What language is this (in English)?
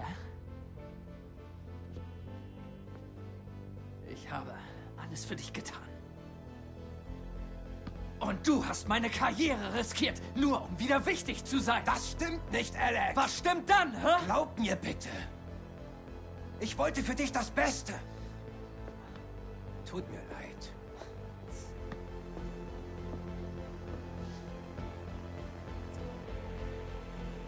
German